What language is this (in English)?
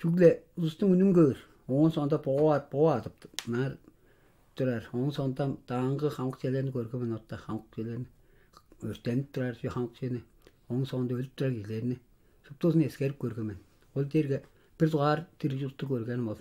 Tuvinian